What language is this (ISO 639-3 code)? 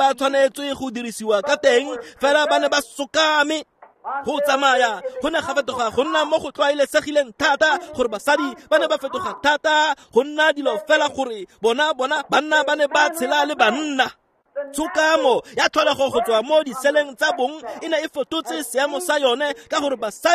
tsn